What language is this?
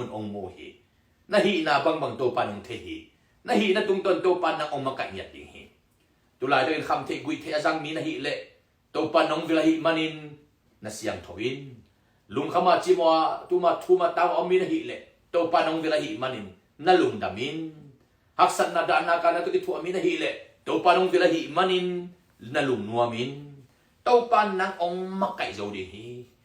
Tedim Chin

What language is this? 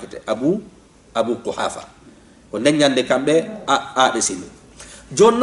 Fula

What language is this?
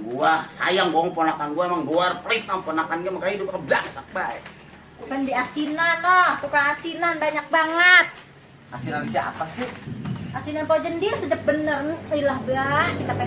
Betawi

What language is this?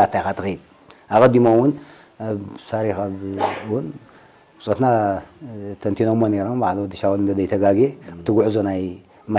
Tigrinya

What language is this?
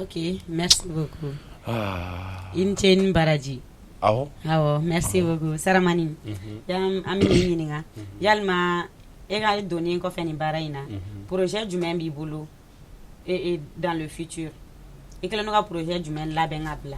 Bambara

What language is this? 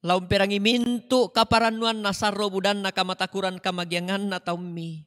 Toraja-Sa'dan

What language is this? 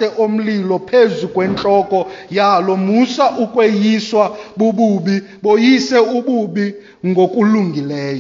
Xhosa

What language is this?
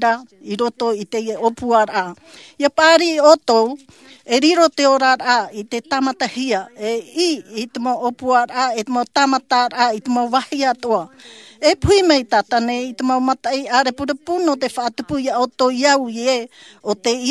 Tahitian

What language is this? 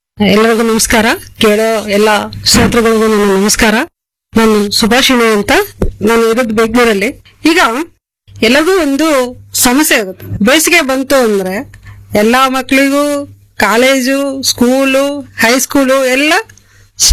Kannada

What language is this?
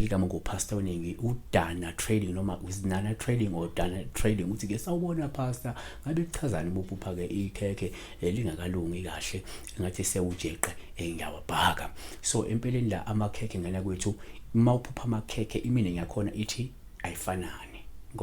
Zulu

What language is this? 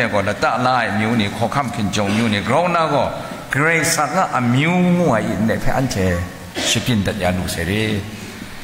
Kachin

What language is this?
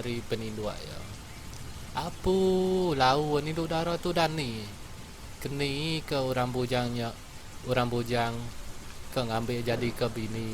Iban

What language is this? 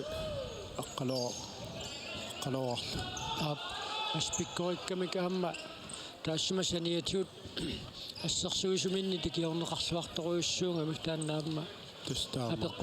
Kalaallisut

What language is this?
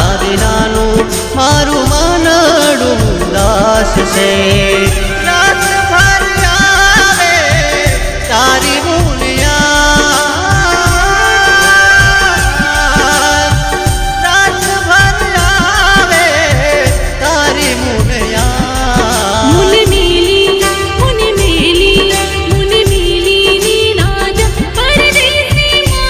Gujarati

